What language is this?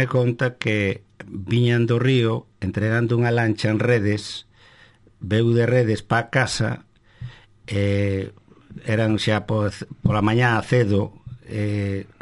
Galician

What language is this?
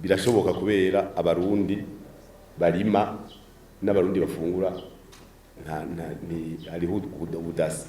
Rundi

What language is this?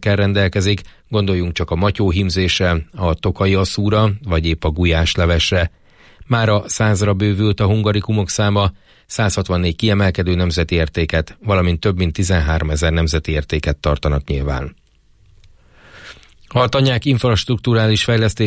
Hungarian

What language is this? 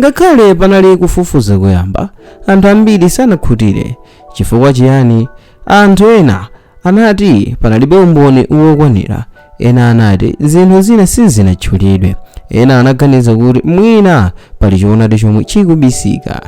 Nyanja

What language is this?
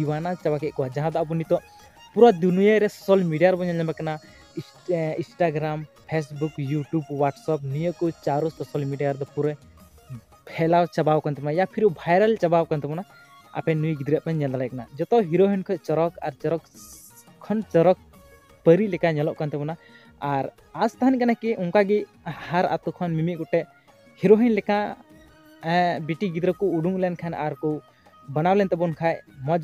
Santali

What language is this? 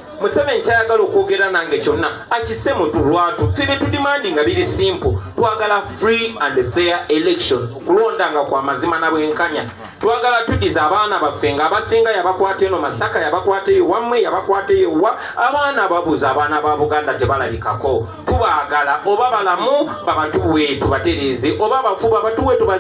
Ganda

